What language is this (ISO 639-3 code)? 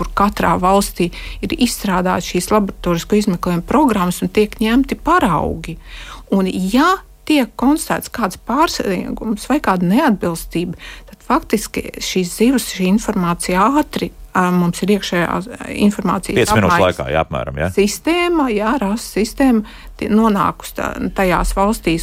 lav